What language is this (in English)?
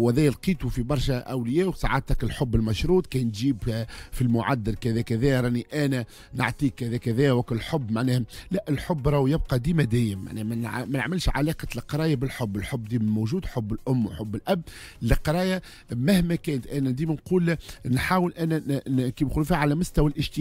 Tunisian Arabic